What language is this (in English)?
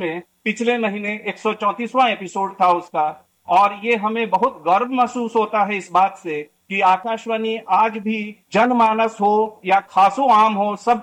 Hindi